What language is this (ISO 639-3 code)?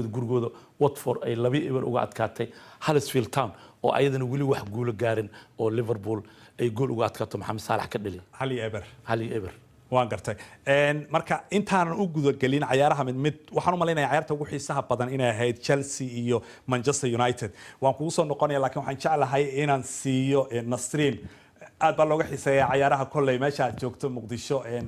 som